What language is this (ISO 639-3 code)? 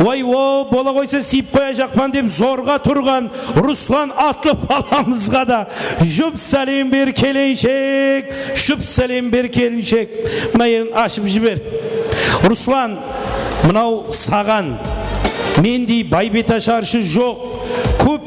kaa